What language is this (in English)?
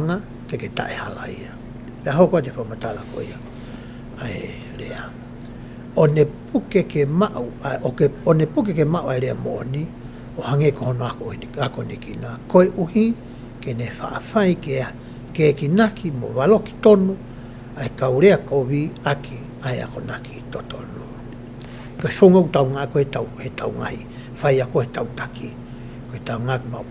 Tongan